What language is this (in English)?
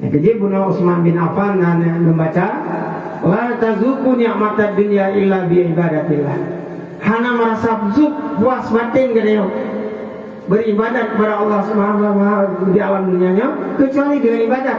Achinese